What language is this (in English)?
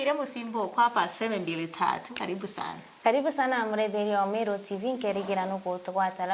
Meru